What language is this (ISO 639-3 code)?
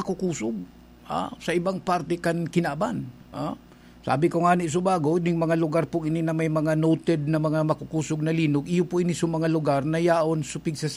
bik